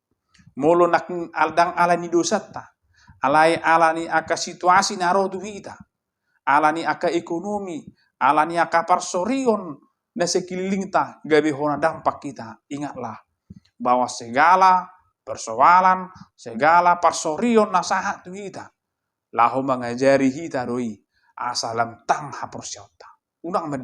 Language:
Batak Toba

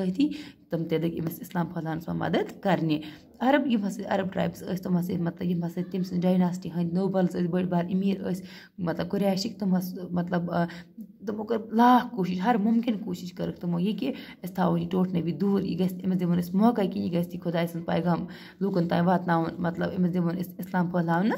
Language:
Kashmiri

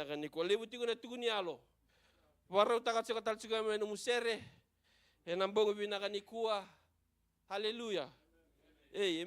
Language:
Fijian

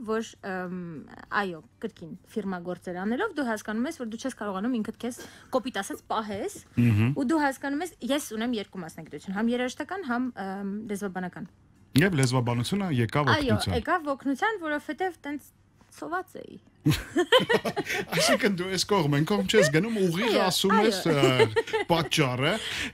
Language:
Armenian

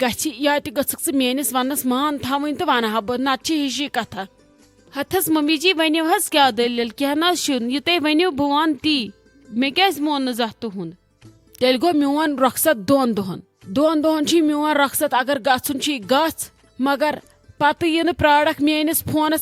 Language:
Kashmiri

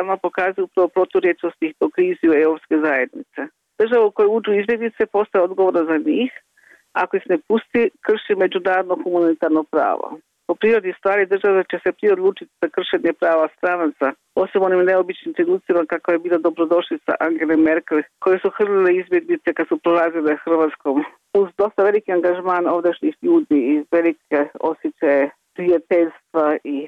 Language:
Croatian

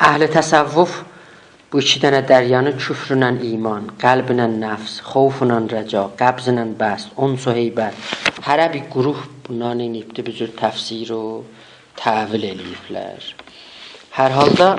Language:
South Azerbaijani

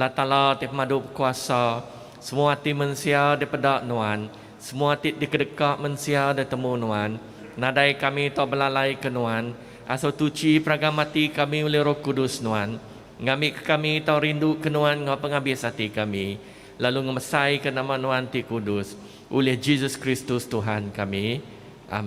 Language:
Iban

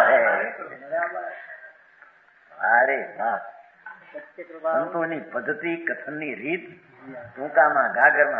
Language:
Gujarati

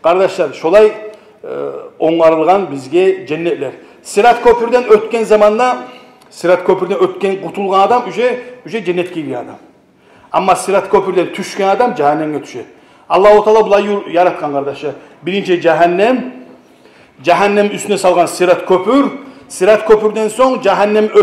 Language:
Kumyk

